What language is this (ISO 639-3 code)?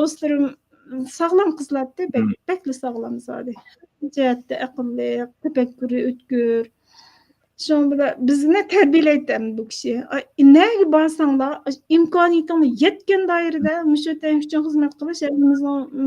uig